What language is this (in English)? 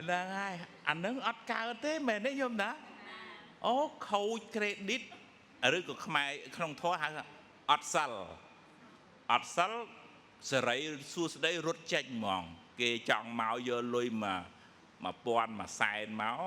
Khmer